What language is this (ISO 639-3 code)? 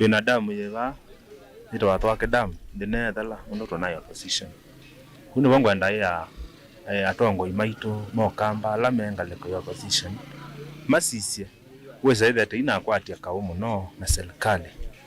kam